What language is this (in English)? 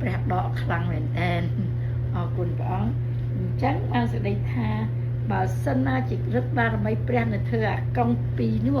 Khmer